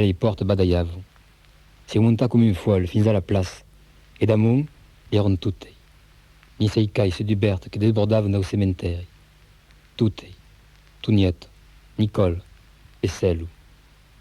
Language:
Occitan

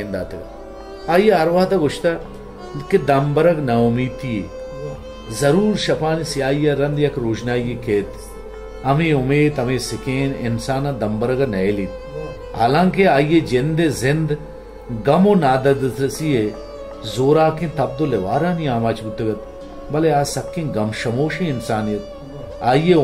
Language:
Baluchi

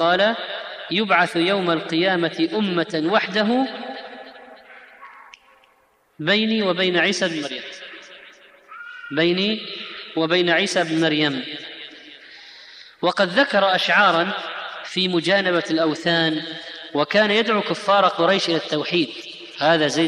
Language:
Arabic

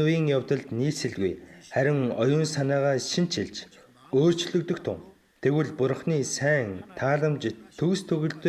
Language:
Mongolian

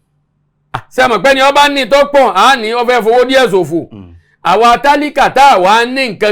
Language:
Yoruba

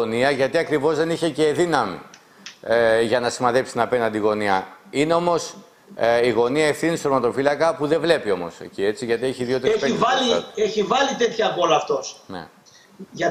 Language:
Greek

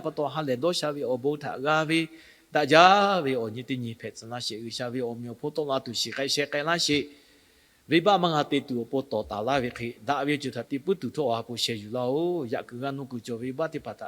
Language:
Lahu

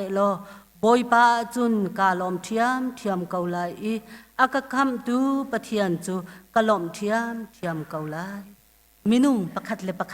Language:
Hakha Chin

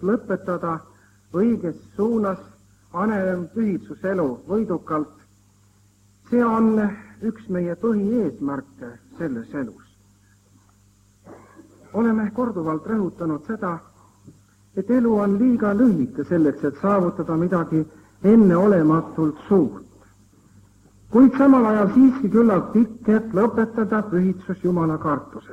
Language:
Estonian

